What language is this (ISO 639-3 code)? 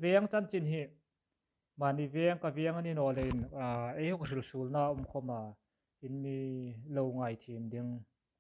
hmr